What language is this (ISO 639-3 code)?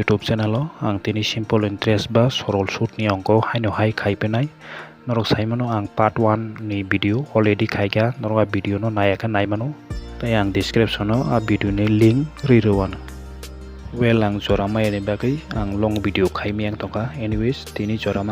trp